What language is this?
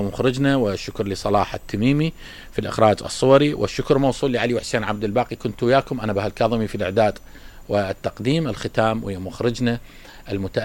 Mesopotamian Arabic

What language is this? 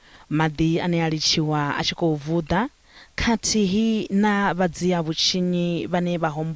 Venda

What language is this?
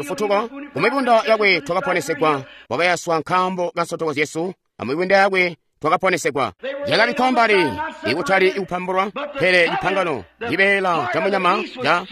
Tonga (Zambia)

